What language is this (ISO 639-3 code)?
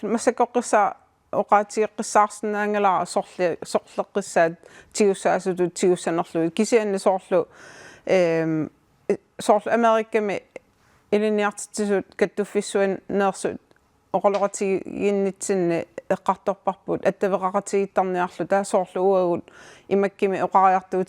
kal